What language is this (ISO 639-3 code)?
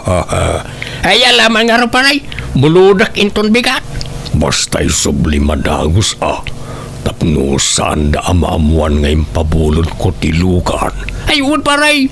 ilo